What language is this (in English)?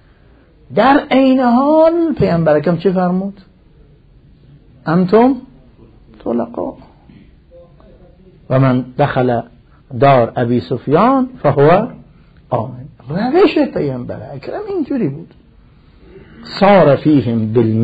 Persian